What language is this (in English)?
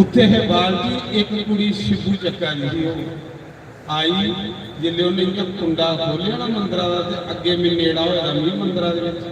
Dogri